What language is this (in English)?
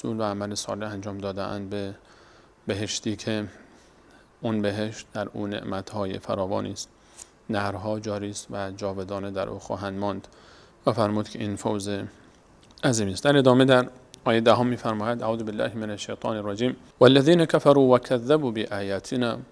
Persian